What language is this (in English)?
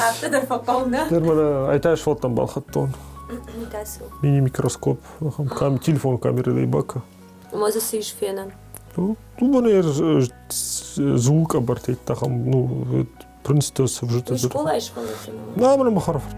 Ossetic